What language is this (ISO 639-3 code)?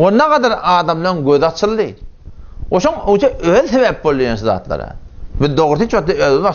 tuk